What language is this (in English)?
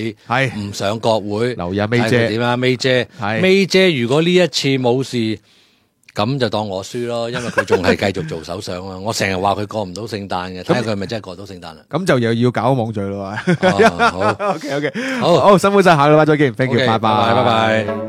Cantonese